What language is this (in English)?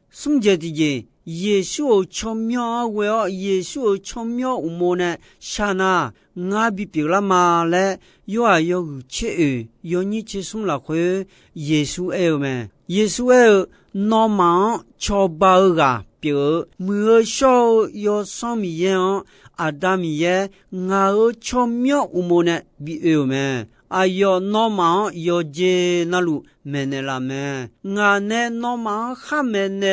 Akha